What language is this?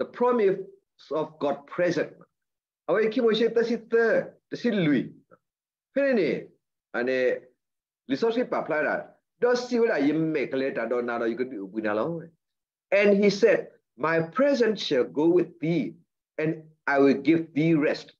S'gaw Karen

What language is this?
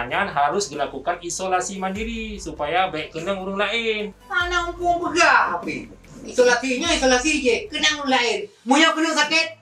Achinese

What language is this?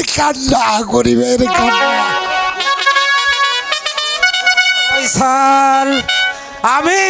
Bangla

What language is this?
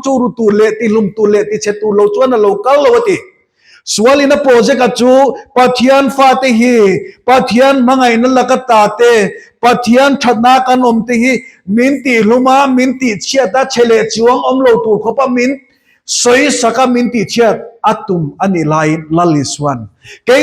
Mizo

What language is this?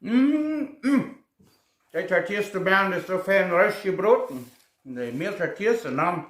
Plautdietsch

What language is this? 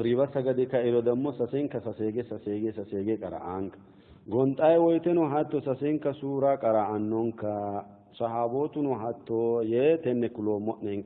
Sidamo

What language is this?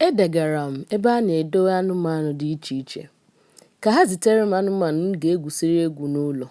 Igbo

